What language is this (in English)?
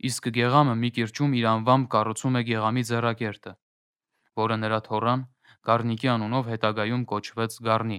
Armenian